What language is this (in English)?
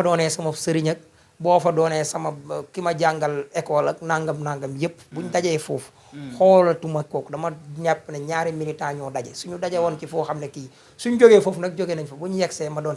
Wolof